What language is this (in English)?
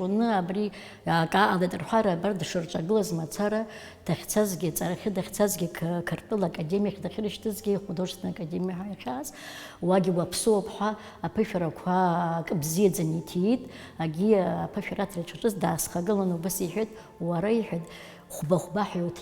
Abkhazian